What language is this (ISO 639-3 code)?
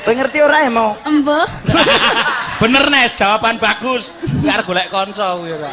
jav